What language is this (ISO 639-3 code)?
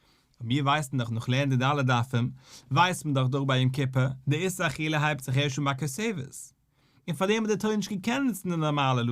yid